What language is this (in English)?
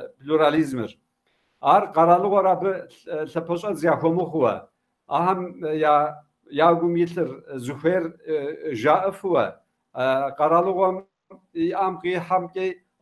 Kabardian